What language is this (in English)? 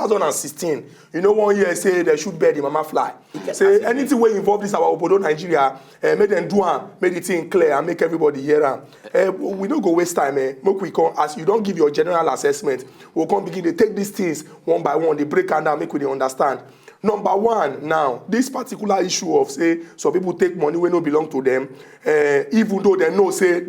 Nigerian Pidgin